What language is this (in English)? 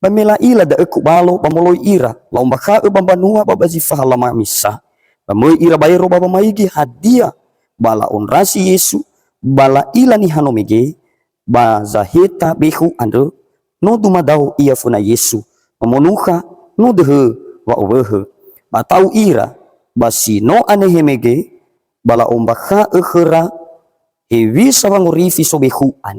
Nias